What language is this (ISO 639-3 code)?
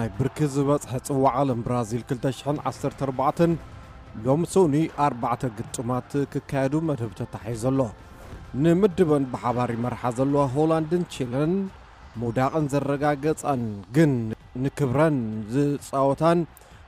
tir